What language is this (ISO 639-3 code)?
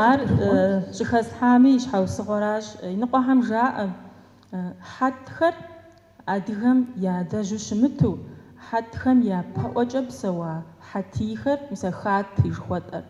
kbd